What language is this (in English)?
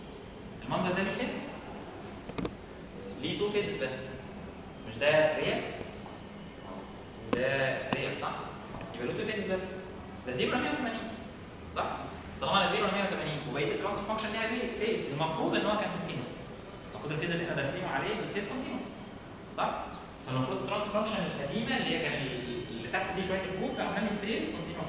Egyptian Arabic